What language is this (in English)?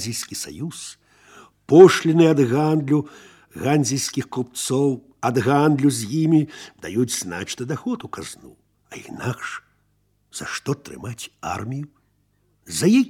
Belarusian